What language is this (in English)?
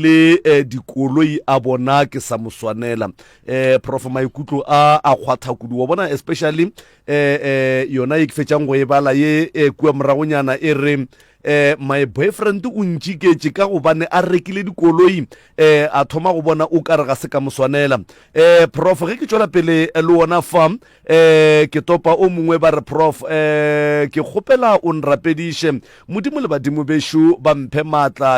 Northern Sotho